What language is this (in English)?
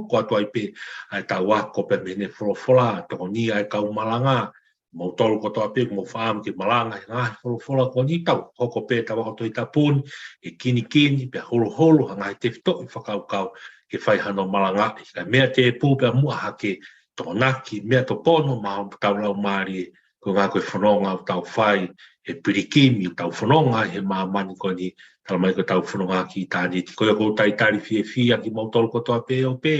Tongan